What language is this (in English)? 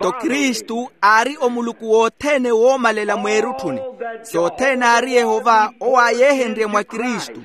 Makhuwa